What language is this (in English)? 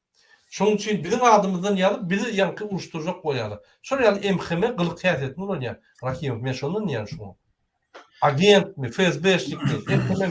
Turkmen